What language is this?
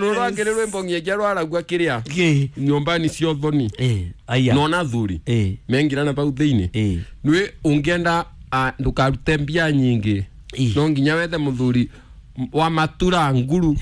Kikuyu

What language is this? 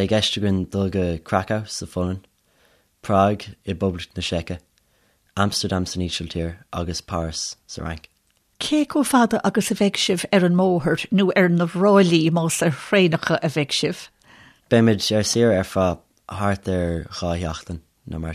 Irish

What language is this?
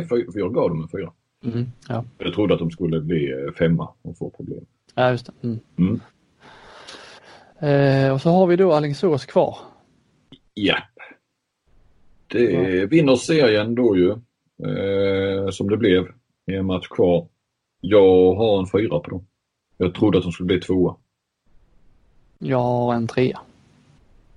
Swedish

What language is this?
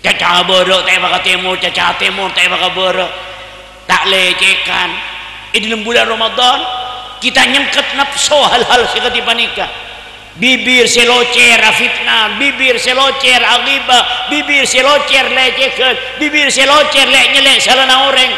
Madurese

